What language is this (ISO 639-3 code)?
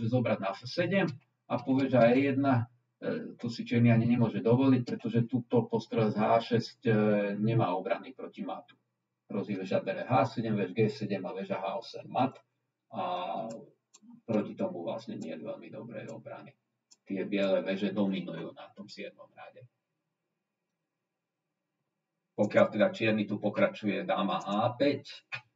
slk